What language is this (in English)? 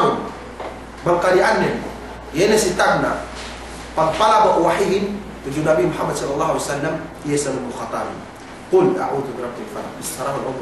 Yakan